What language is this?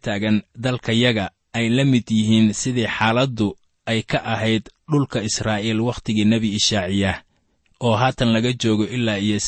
Somali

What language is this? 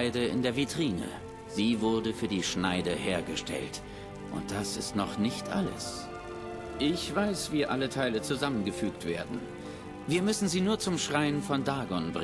Bavarian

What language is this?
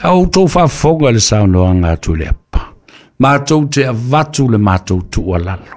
Samoan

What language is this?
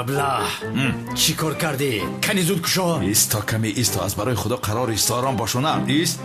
Tajik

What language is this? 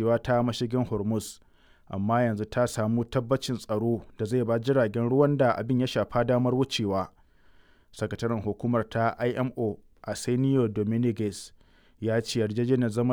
Hausa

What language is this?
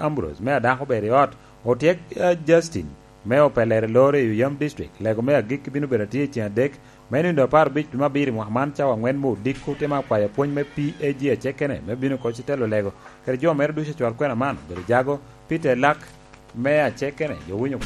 Lango (Uganda)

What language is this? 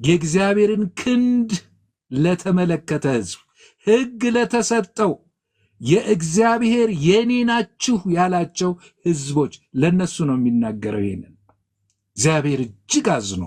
Amharic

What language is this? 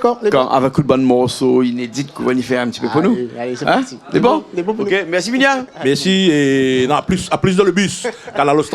Réunion Creole French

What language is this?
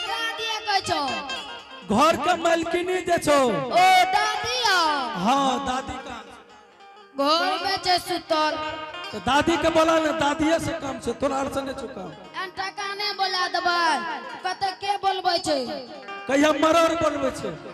Angika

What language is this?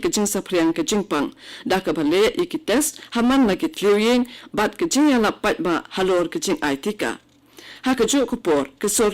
Khasi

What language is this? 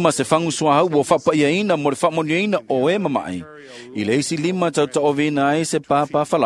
Samoan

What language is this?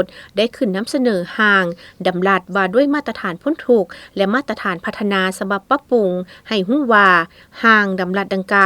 Lao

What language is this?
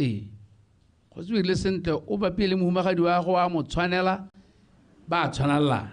Tswana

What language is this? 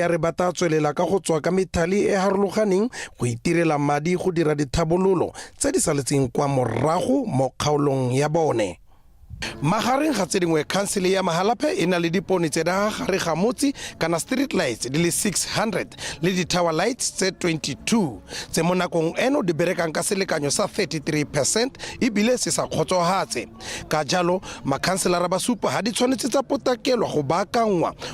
Tswana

